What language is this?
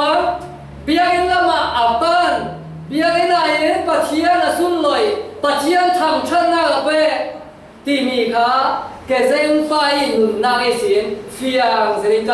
Falam Chin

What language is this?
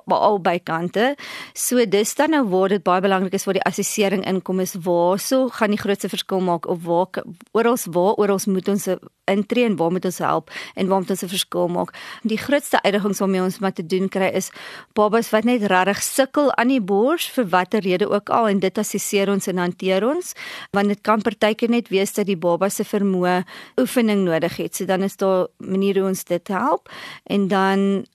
Afrikaans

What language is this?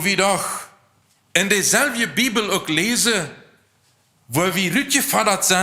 Plautdietsch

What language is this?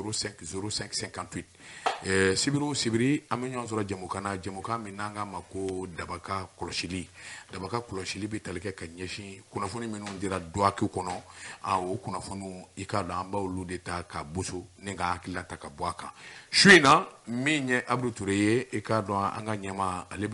Bambara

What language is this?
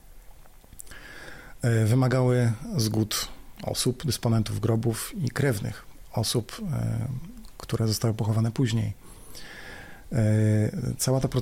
Polish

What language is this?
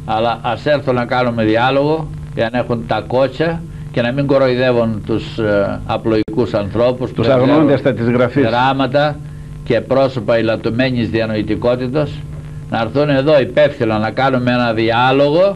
Greek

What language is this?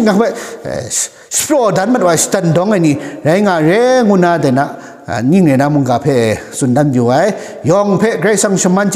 Kachin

